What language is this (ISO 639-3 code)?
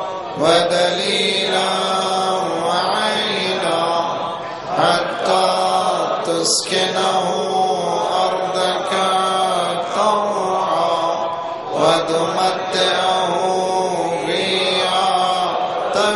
urd